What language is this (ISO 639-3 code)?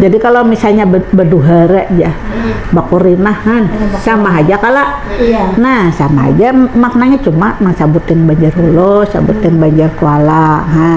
bjn